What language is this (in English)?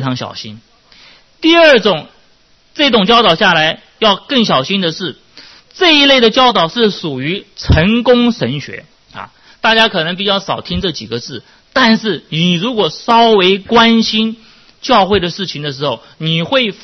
Chinese